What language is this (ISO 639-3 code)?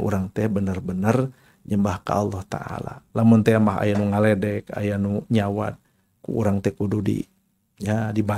sun